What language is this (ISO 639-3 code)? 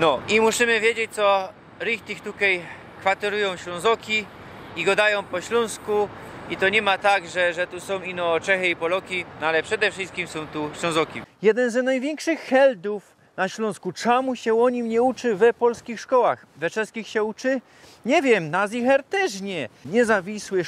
szl